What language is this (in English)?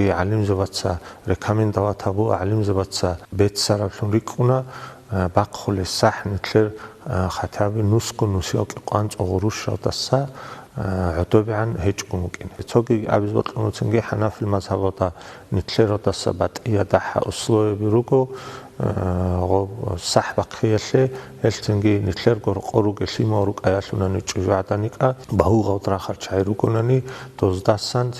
Avaric